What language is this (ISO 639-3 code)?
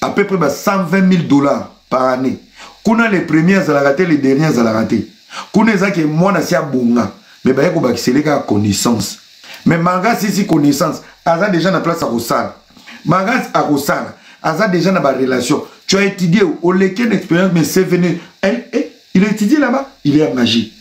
lin